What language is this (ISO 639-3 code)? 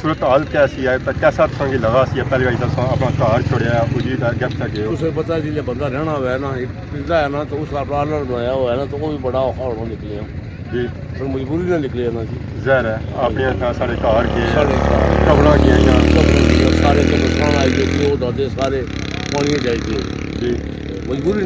phr